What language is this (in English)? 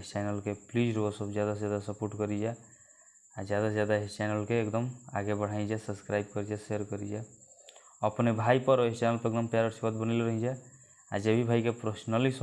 Bhojpuri